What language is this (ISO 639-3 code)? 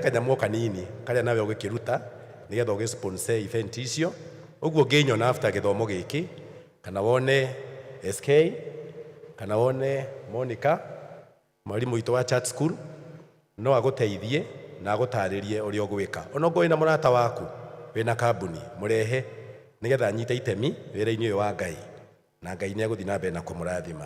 kik